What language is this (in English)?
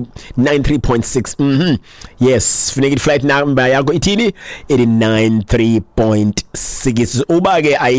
Xhosa